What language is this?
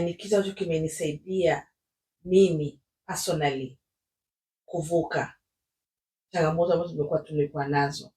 Swahili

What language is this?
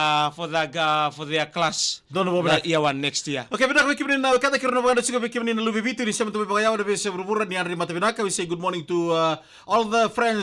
Fijian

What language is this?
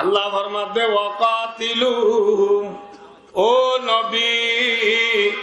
Rohingya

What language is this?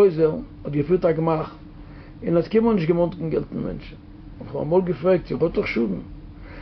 Yiddish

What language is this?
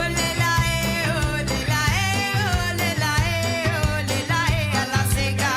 Morisyen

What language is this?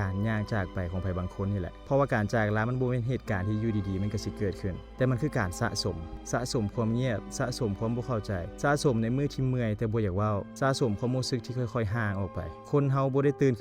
Lao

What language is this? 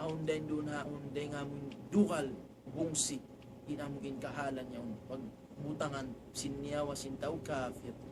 Tausug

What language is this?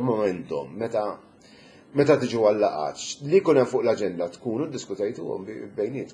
Maltese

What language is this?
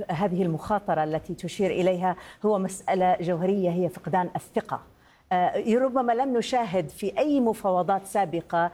Arabic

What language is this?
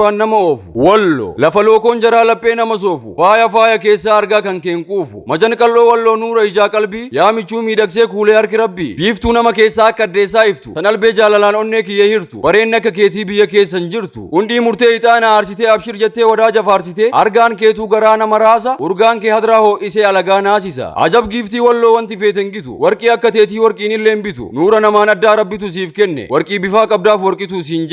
Oromo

